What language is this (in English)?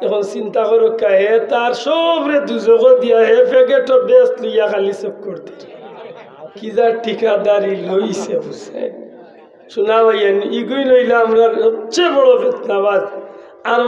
Sylheti